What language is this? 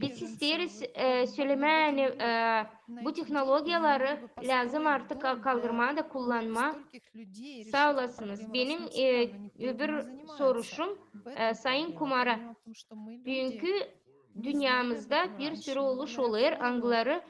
Gagauz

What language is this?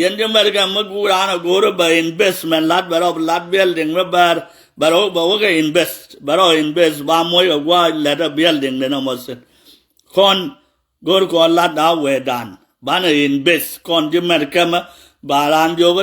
Nuer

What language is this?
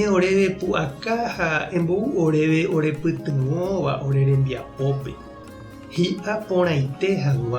Guarani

